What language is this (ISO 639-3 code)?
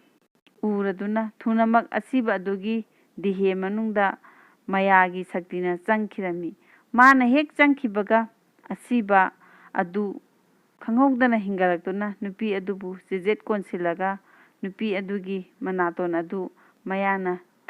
mni